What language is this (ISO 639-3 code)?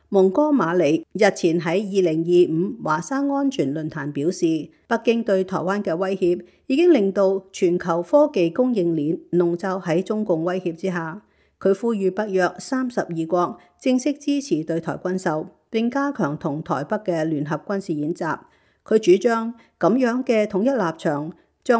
yue